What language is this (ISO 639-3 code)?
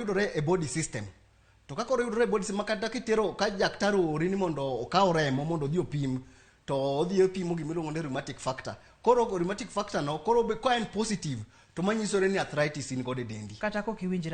luo